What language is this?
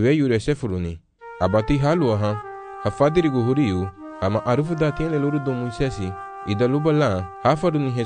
Garifuna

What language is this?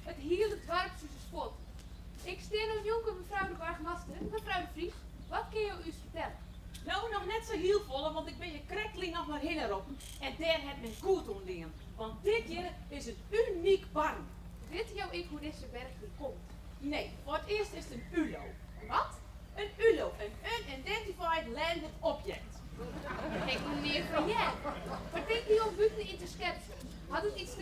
Western Frisian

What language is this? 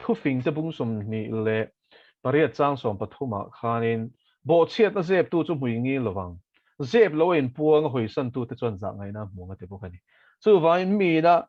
Mizo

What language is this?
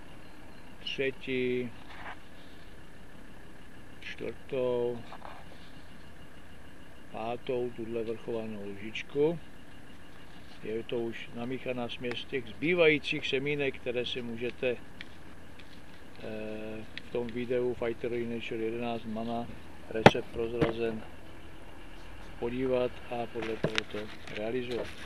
Czech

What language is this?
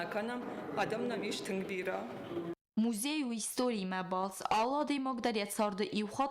Ossetic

